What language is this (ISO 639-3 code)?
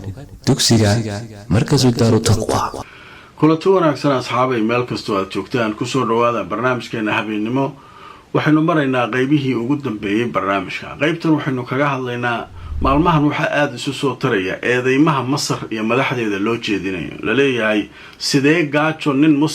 som